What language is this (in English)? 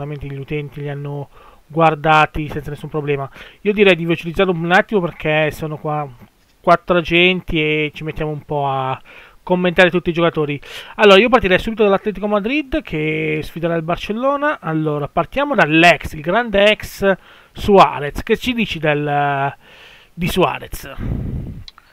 Italian